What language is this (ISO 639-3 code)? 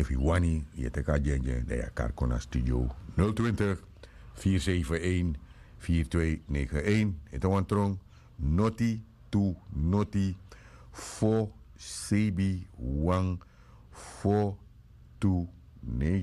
srn